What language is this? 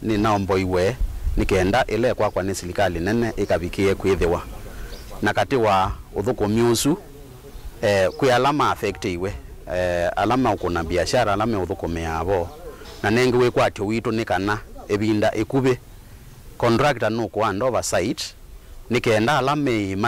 Kamba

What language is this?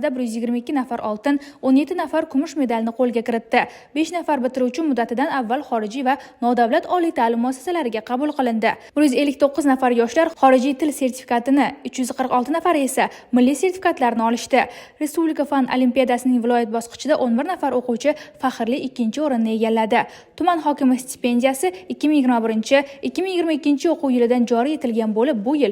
Uzbek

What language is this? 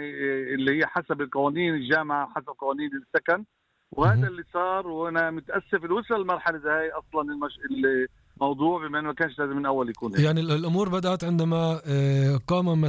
North Levantine Arabic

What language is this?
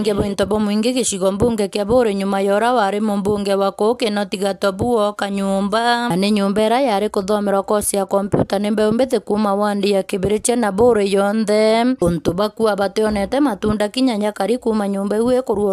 Meru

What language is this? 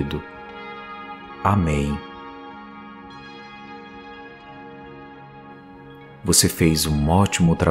Portuguese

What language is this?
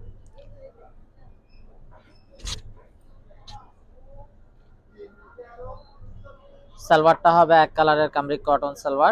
Bangla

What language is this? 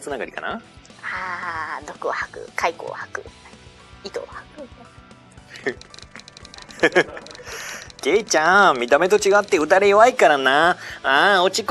Japanese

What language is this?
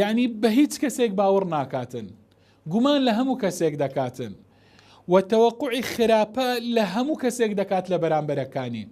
Central Kurdish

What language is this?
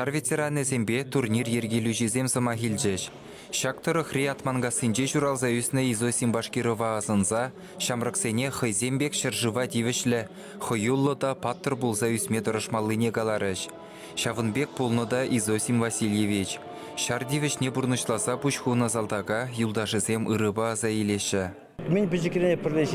Chuvash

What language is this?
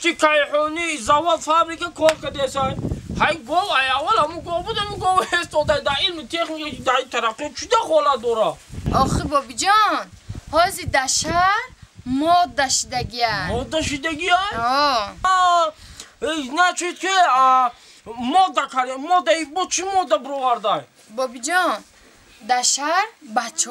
Tajik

